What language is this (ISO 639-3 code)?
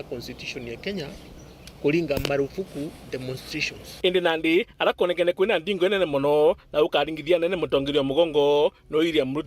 mer